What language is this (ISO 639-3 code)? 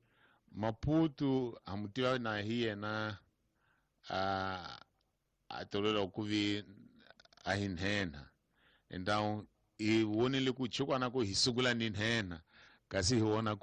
tso